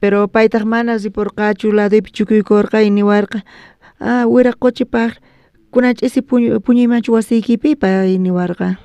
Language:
South Bolivian Quechua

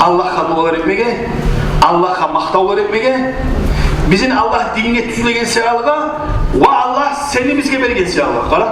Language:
Kumyk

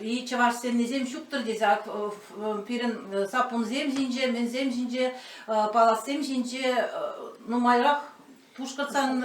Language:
Chuvash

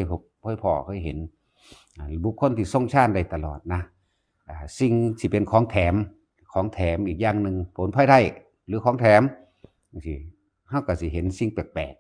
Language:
Northeastern Thai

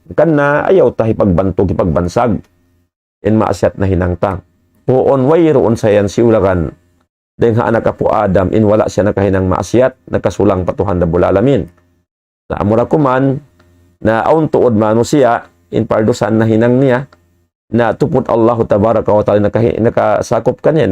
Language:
Tausug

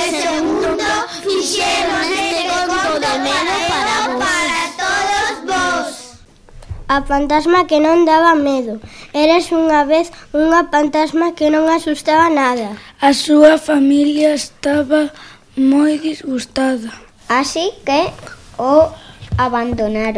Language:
Galician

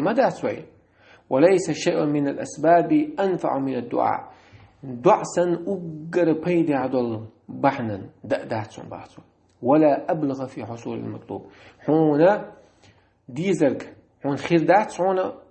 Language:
Chechen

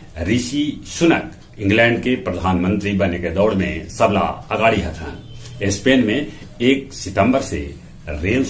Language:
Magahi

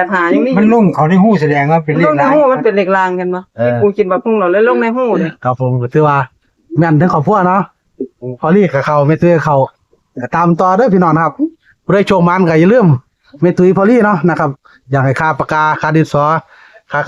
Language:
Northeastern Thai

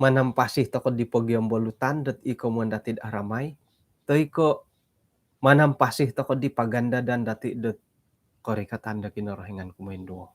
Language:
Central Dusun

